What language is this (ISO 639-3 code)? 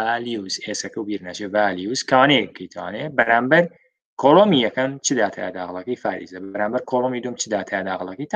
ckb